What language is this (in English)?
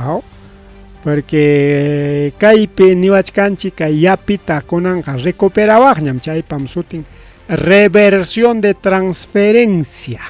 Ayacucho Quechua